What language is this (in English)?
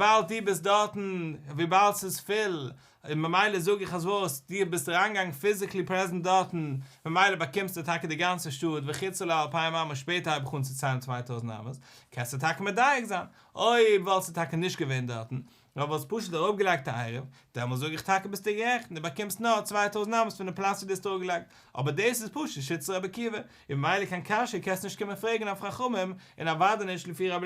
Yiddish